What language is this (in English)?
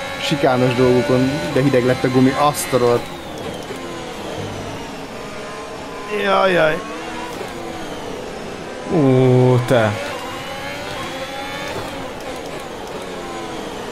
Hungarian